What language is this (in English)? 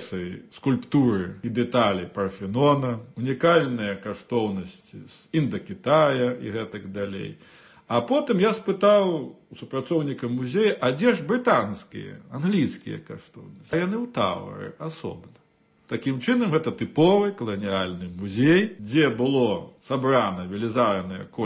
Belarusian